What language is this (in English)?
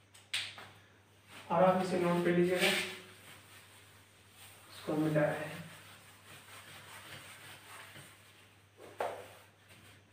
Hindi